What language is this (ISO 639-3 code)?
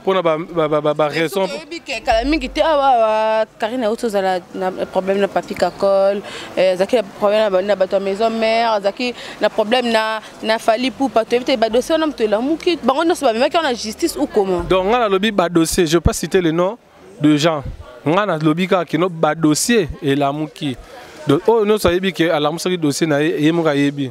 lin